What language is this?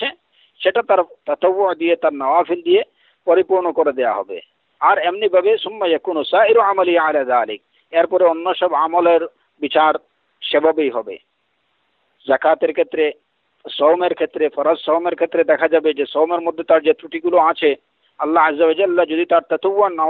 Bangla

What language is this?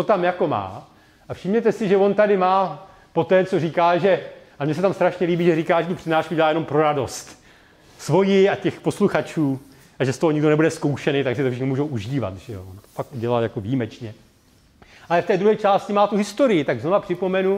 Czech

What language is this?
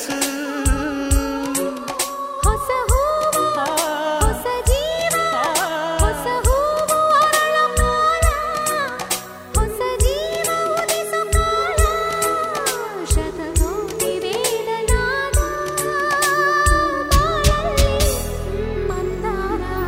Kannada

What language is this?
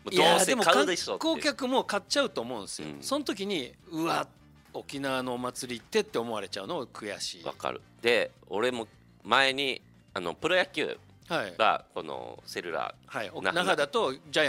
Japanese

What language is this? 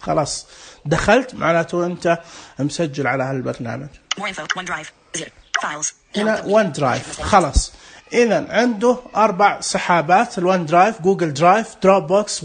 Najdi Arabic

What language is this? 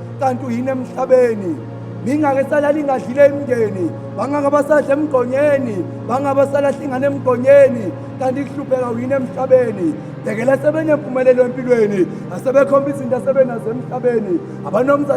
Zulu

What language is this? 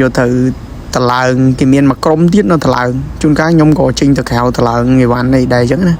Khmer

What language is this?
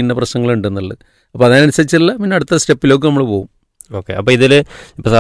Malayalam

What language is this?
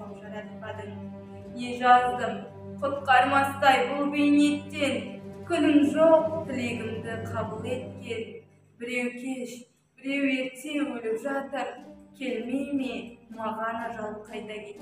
Kazakh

